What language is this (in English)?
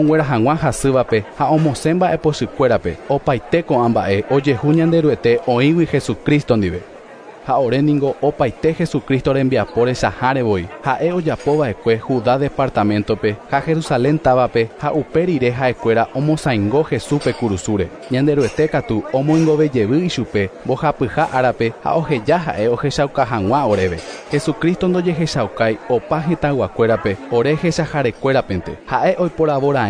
Guarani